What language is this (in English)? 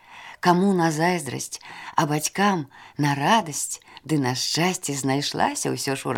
Belarusian